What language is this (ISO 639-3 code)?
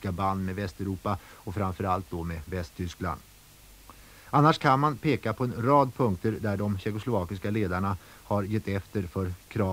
swe